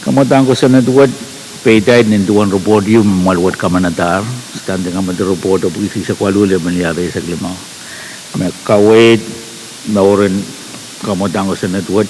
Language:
Pohnpeian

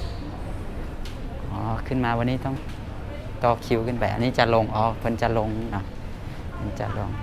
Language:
Lao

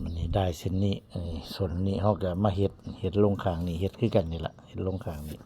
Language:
Northeastern Thai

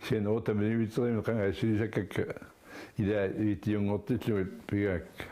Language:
Kalaallisut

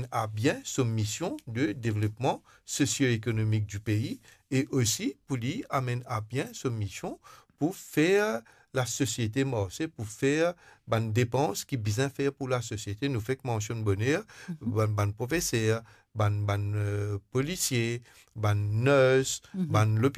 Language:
Morisyen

